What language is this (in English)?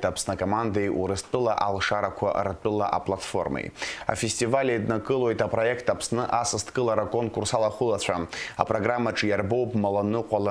Abkhazian